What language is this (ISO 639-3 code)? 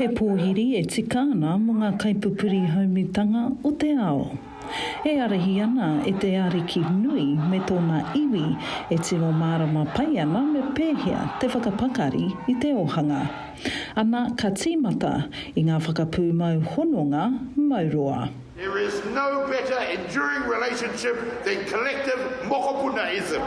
mri